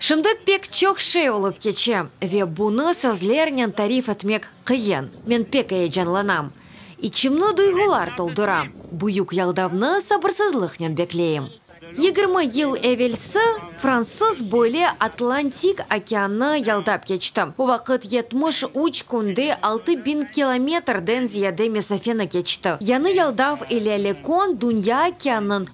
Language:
Crimean Tatar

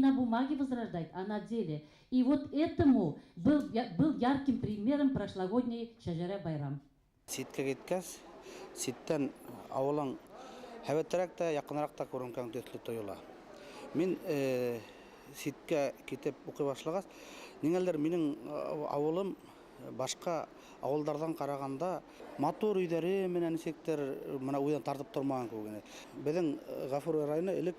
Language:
Bashkir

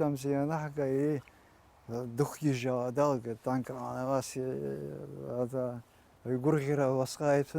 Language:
Abkhazian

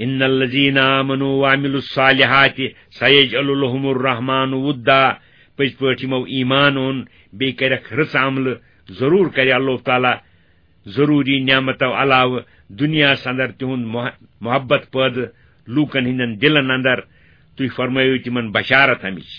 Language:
Kashmiri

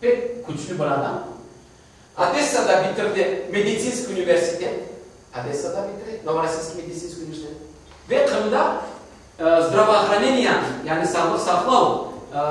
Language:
Crimean Tatar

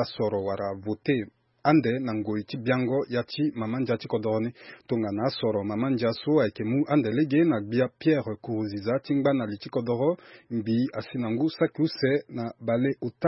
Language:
Sango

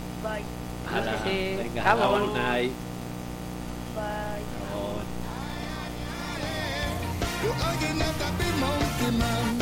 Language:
Basque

